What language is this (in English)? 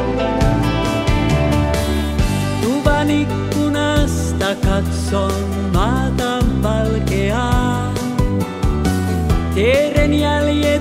Finnish